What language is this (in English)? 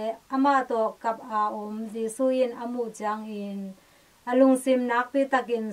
Tedim Chin